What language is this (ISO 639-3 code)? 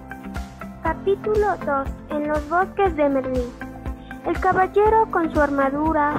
spa